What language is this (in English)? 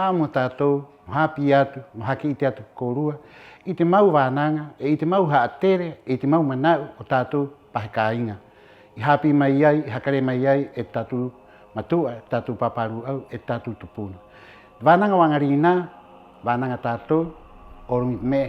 Rapanui